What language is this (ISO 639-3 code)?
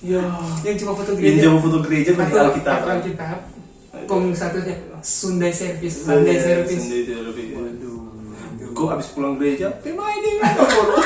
xmm